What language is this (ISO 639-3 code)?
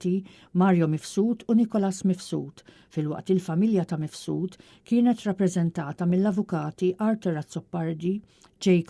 mlt